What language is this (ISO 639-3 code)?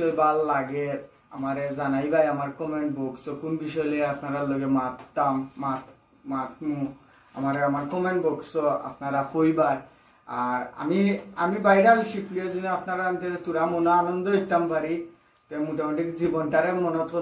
syl